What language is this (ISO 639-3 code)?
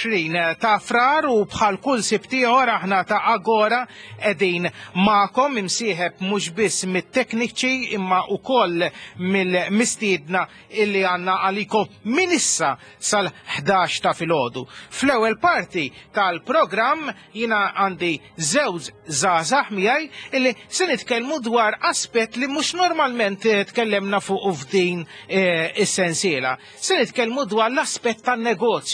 mlt